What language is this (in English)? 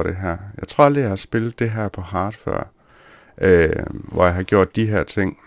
Danish